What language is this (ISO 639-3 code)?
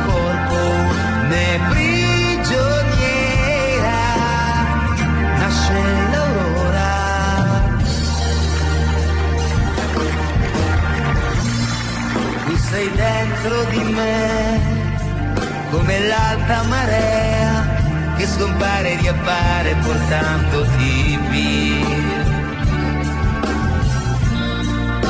ita